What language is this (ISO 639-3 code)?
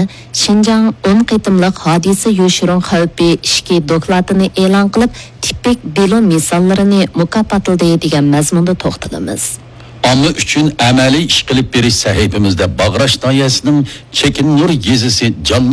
uig